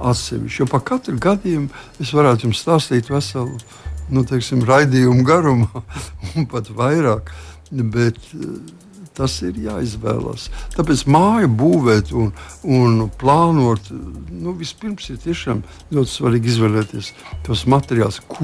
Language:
Latvian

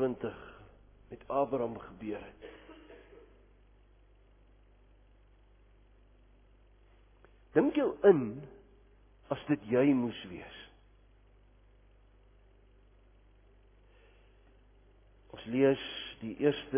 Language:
Afrikaans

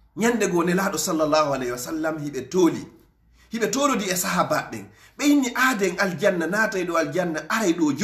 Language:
Fula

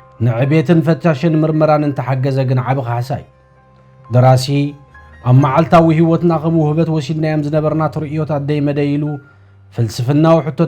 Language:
Tigrinya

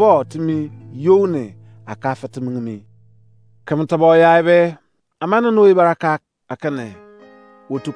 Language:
Izon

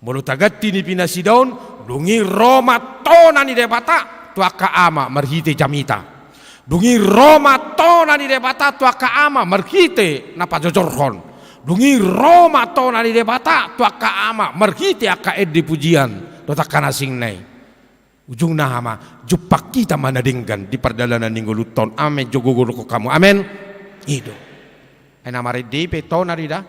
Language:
Batak Toba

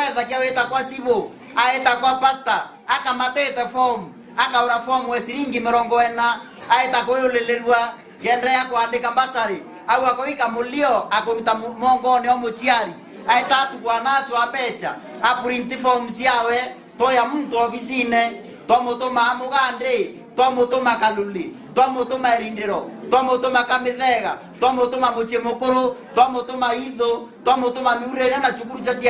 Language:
Meru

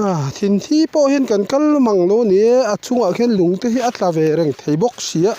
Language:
Mizo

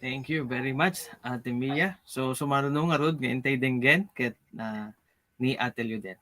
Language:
Iloko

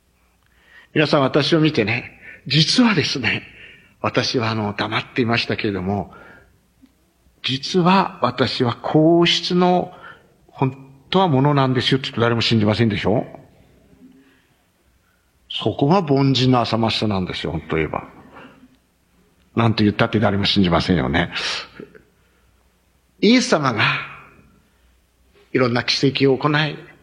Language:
Japanese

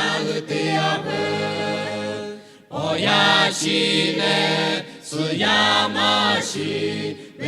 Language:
Lahu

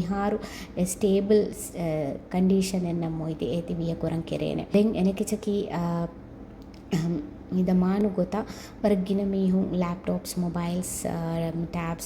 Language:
Divehi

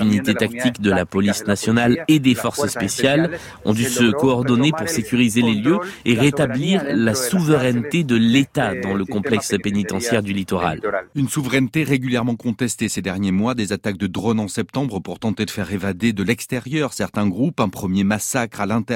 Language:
French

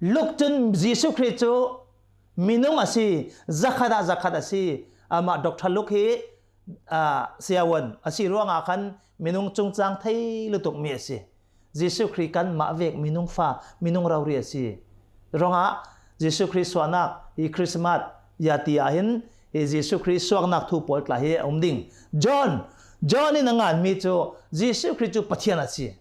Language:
Hakha Chin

